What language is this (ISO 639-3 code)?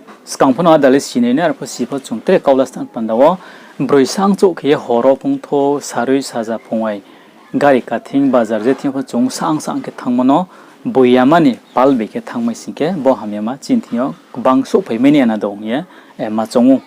ria